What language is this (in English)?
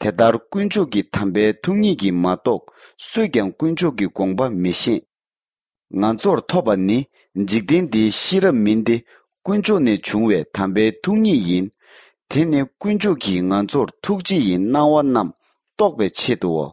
Tibetan